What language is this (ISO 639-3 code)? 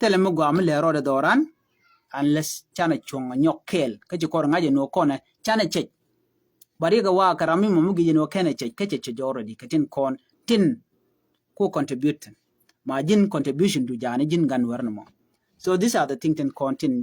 nus